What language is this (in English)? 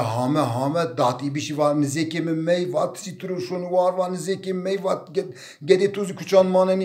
Zaza